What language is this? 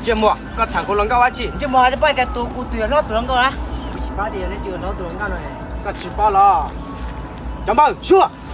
Hmong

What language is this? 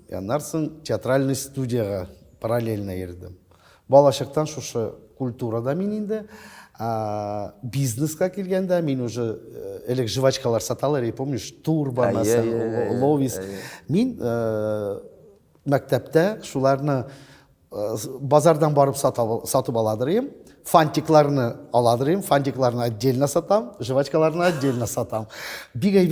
Tatar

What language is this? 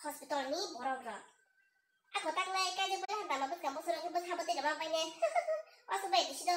Kok Borok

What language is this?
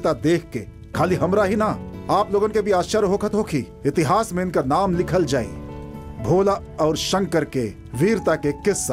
Bhojpuri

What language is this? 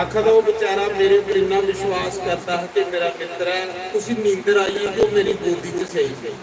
Dogri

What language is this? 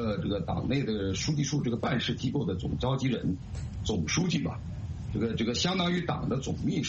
Chinese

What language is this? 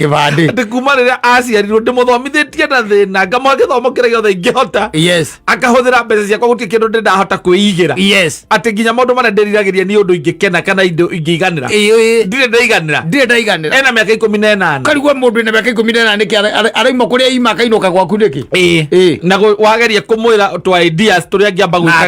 Kikuyu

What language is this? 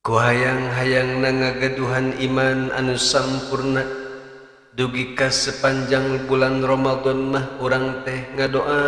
Sundanese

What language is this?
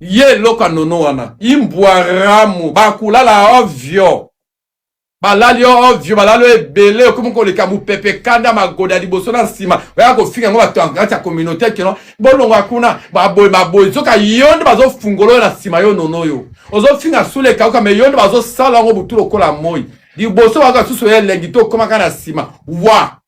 Lingala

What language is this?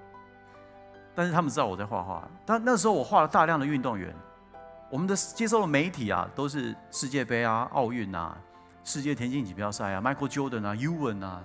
Chinese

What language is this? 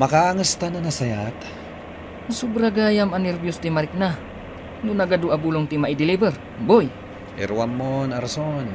Iloko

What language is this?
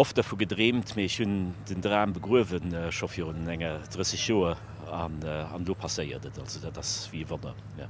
Luxembourgish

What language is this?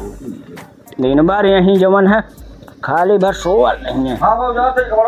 Awadhi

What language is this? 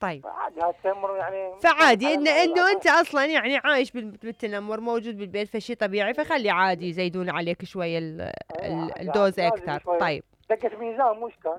Mesopotamian Arabic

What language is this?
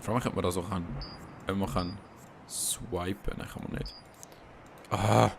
Swiss German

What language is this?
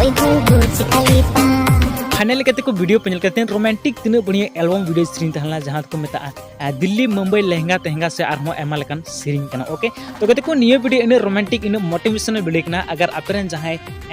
Santali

